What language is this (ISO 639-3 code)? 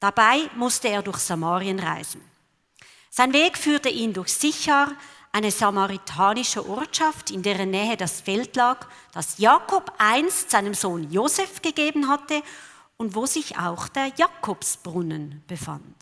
gsw